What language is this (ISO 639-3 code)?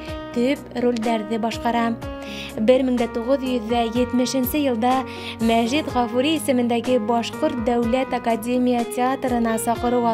bak